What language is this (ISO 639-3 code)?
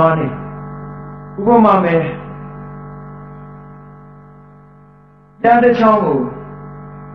mya